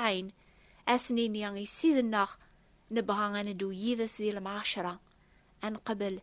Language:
Kabyle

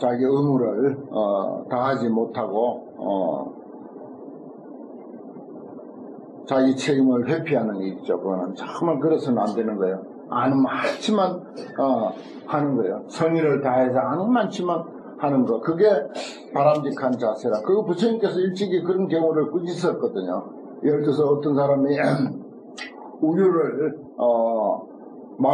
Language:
Korean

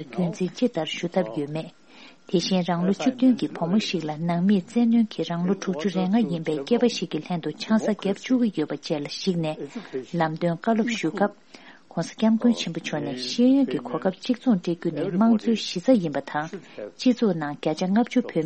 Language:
Tibetan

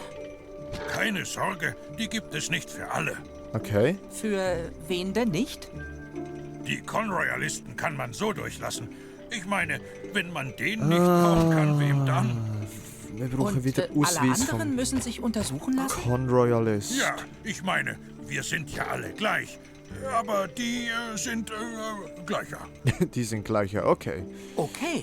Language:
Swiss German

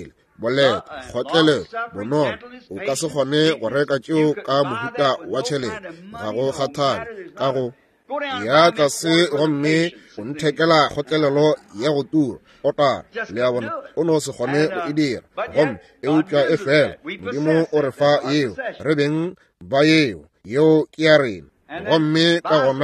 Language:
Northern Sotho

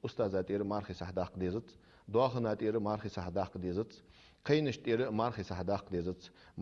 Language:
Ingush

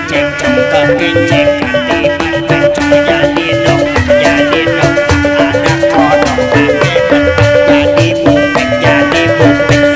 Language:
Betawi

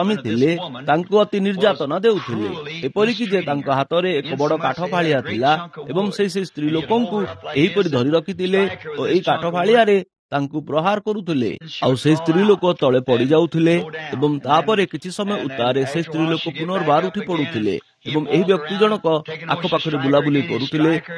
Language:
Odia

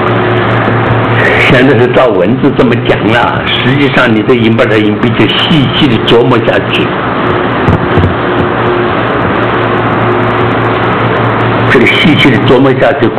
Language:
Chinese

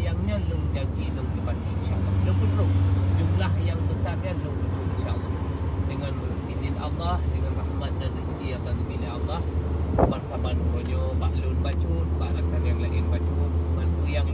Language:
Achinese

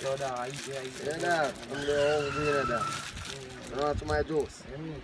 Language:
Jamaican Creole English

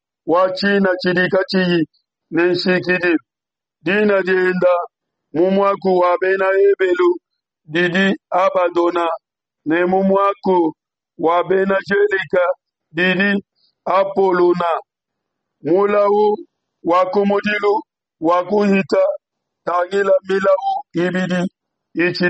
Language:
Luba-Lulua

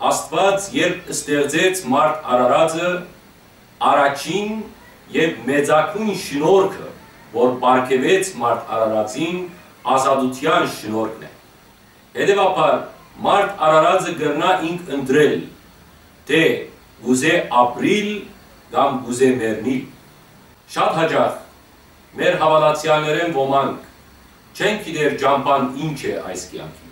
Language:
Western Armenian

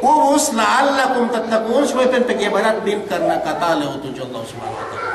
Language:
Yakan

